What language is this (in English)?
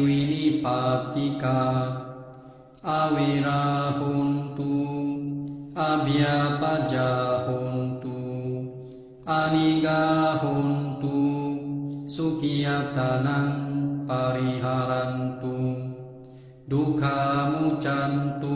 Pali